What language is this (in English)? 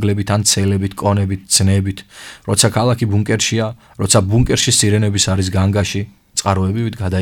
Georgian